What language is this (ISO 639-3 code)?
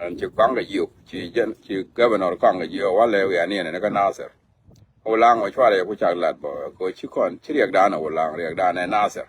nus